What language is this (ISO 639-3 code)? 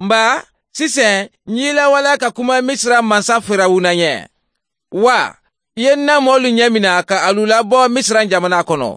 bam